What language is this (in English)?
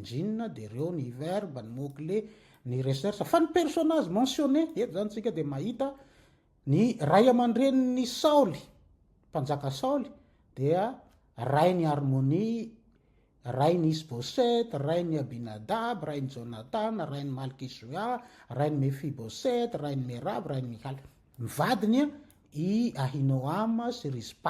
Malagasy